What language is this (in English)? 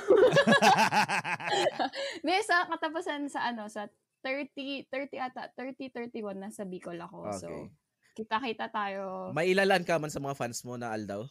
Bikol